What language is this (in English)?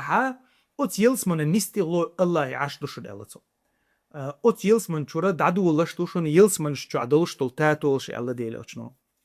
Chechen